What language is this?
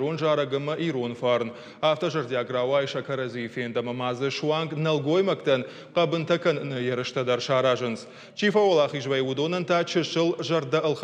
Ossetic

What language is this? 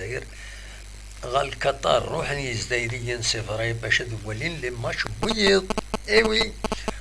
Kabyle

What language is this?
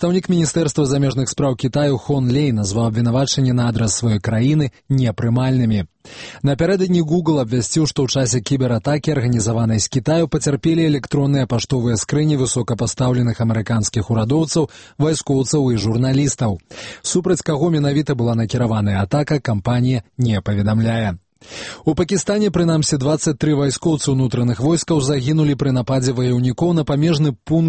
Belarusian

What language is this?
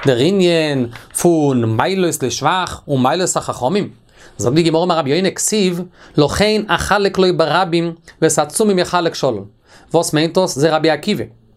Yiddish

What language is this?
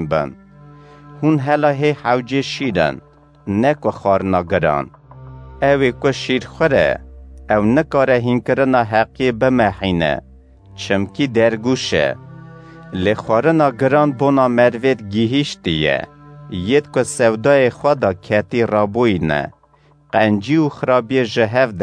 Kurdish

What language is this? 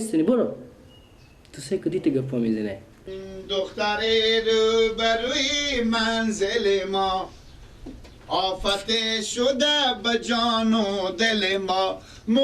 Persian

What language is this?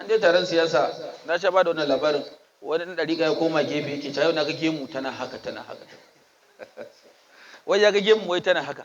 Hausa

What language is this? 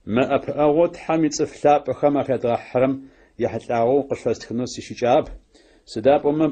Adyghe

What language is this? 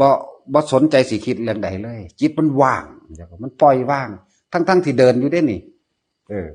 Northeastern Thai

